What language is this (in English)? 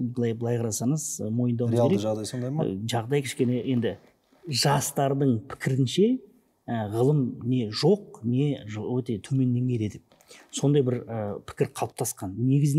Kazakh